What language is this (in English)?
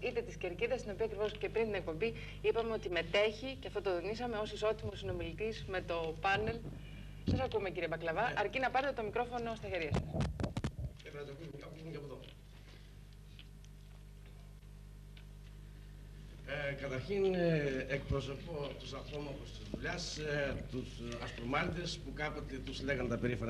Greek